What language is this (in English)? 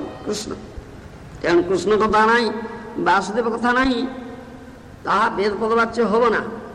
Odia